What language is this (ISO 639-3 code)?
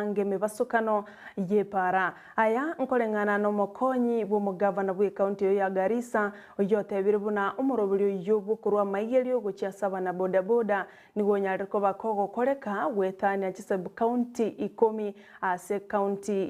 guz